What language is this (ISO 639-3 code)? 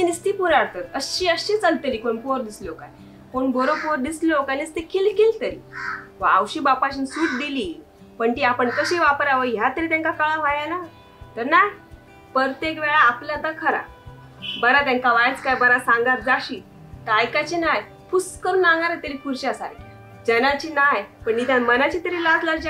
kok